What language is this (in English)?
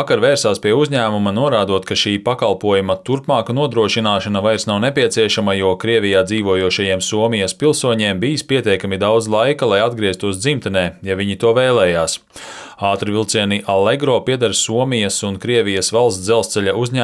Latvian